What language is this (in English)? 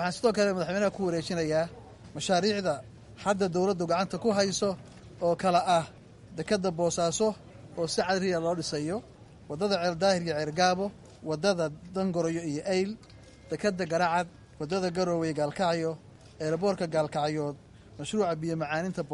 Somali